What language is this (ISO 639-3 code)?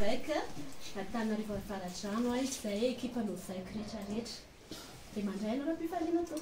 mlg